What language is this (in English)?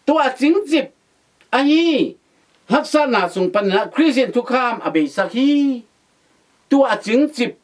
Tedim Chin